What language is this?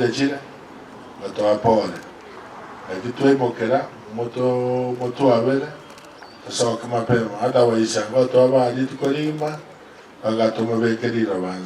Gusii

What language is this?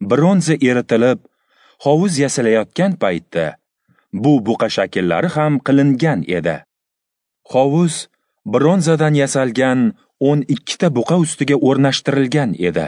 Uzbek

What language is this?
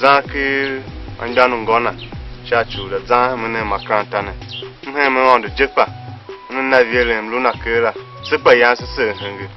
Tiv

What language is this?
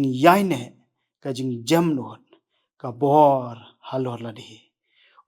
Khasi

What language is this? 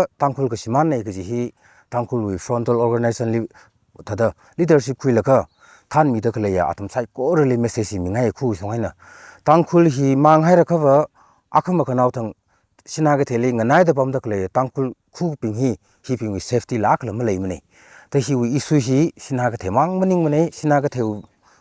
Tangkhul Naga (India)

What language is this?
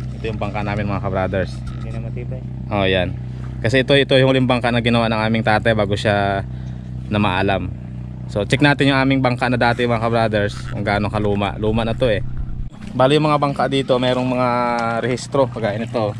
Filipino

